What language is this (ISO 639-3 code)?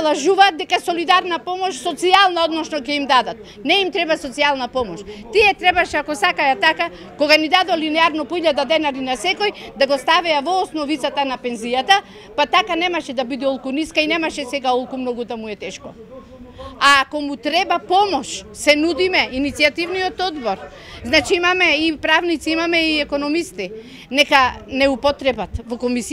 mkd